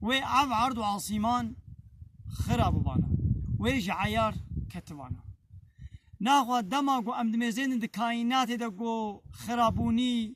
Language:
Kurdish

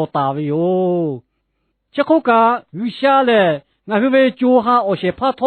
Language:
Lahu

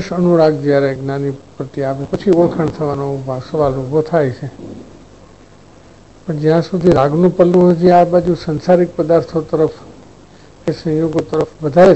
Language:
Gujarati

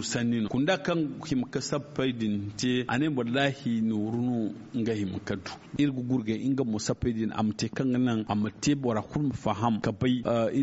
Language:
Zarma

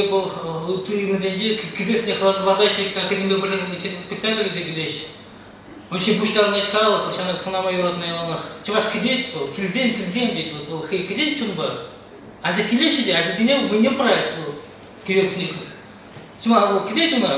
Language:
Chuvash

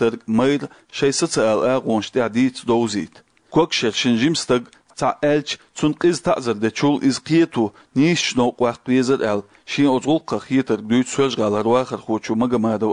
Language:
Chechen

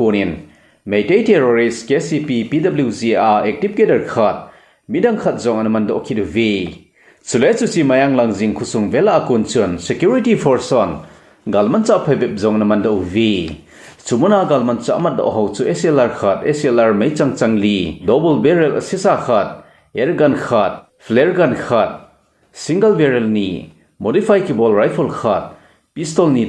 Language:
Thado Chin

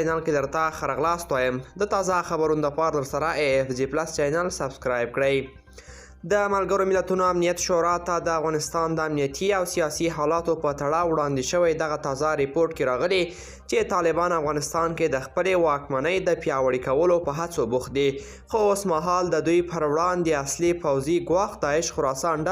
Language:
Pashto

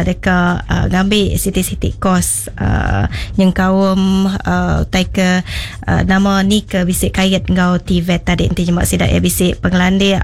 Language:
Iban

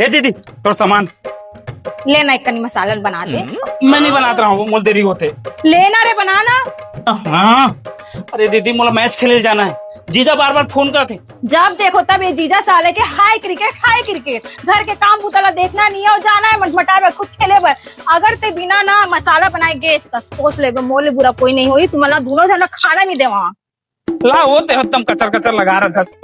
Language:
Chhattisgarhi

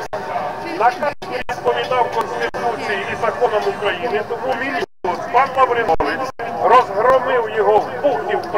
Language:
Ukrainian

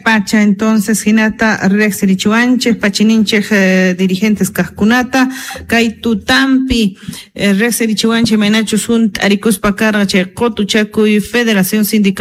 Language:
South Bolivian Quechua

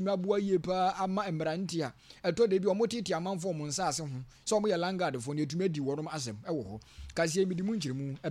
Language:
Akan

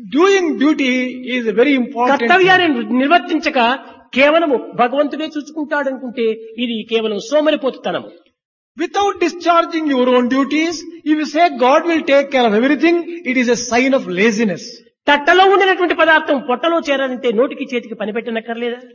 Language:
Telugu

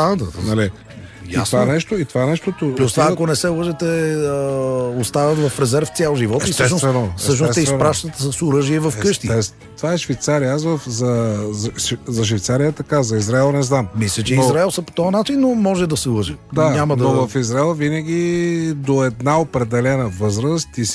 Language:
Bulgarian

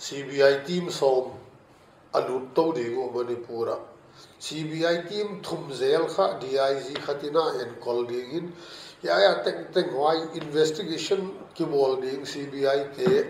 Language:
Paite Chin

